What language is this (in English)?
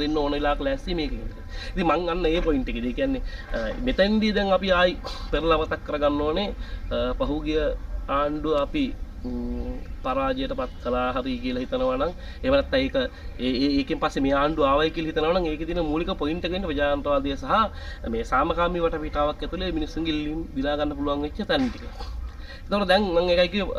Sinhala